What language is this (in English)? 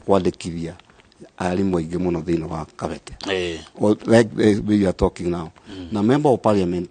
Kikuyu